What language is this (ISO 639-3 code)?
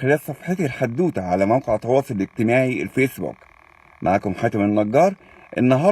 arz